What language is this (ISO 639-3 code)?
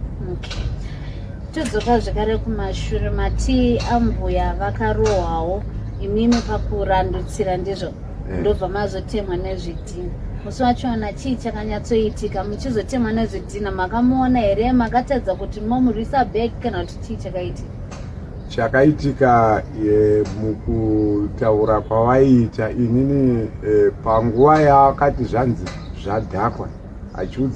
sna